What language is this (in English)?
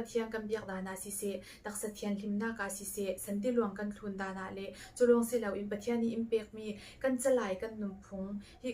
Falam Chin